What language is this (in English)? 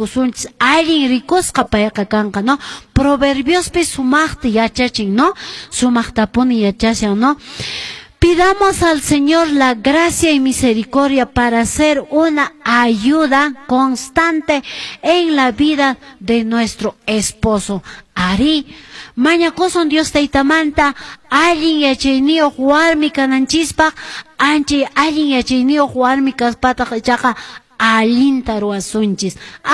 Quechua